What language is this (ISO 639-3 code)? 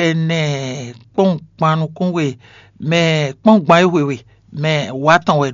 fon